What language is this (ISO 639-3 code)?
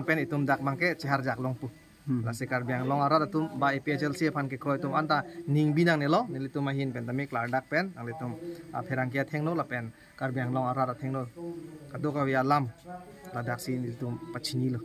mjw